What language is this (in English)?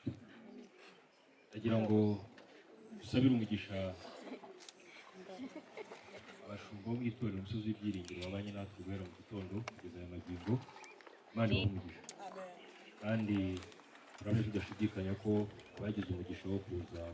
Kinyarwanda